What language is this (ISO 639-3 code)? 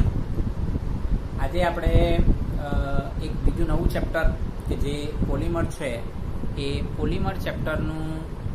guj